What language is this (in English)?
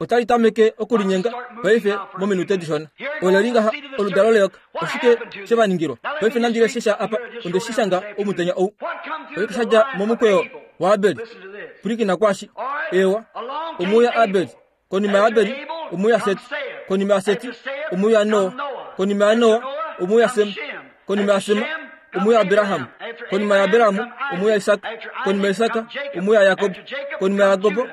Kuanyama